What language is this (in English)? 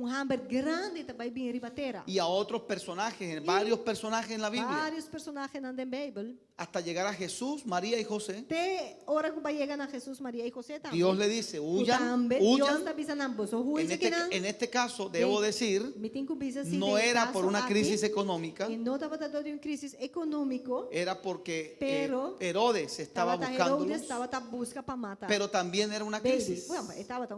Papiamento